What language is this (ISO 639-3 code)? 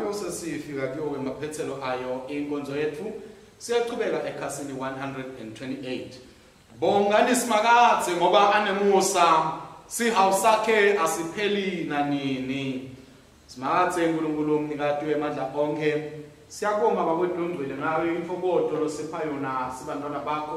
ssw